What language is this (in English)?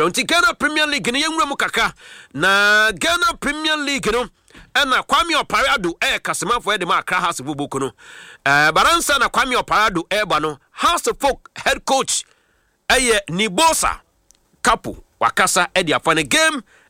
Akan